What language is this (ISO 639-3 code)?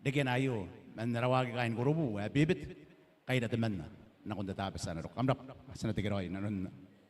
gil